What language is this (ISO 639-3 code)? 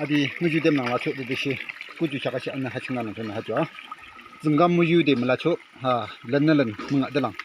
yim